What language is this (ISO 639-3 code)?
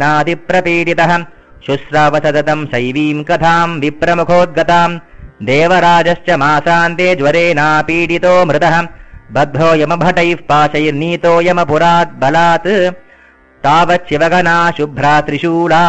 san